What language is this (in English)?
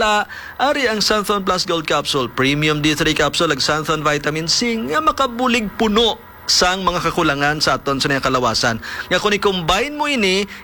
Hiligaynon